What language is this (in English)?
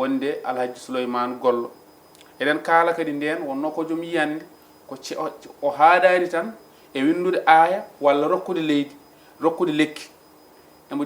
Fula